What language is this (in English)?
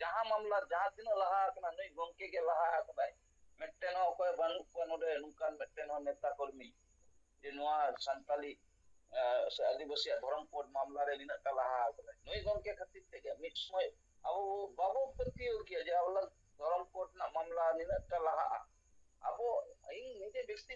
Santali